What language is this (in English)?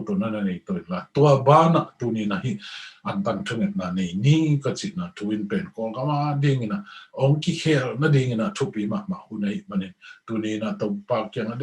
Tedim Chin